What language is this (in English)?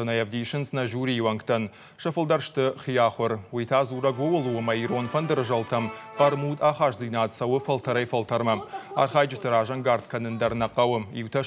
Ossetic